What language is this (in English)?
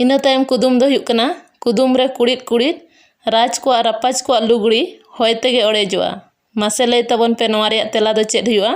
Santali